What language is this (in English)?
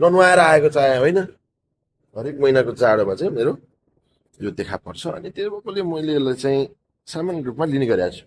Nepali